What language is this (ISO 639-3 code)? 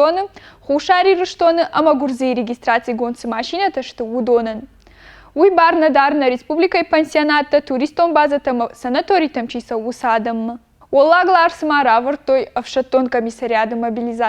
oss